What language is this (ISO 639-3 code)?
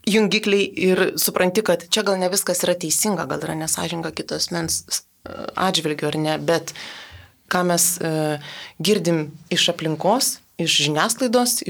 lit